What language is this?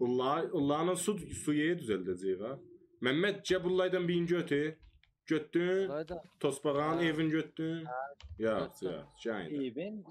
South Azerbaijani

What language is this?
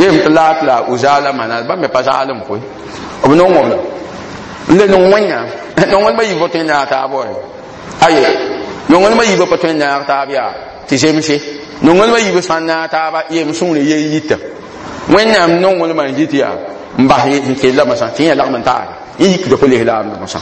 Mossi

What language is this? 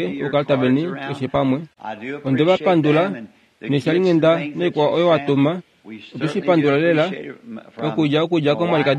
Kuanyama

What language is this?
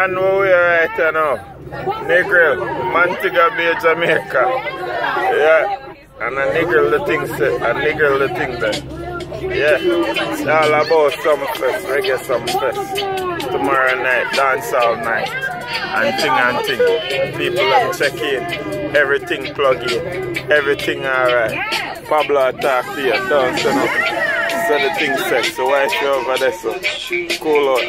Jamaican Creole English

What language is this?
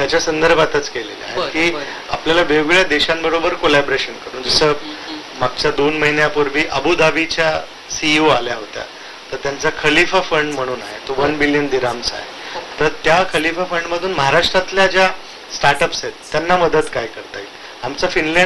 Marathi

